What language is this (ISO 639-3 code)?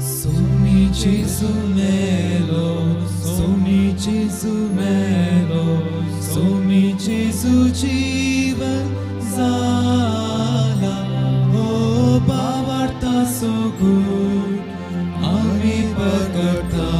kok